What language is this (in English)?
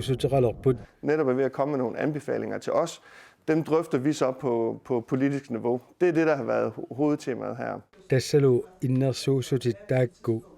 Kalaallisut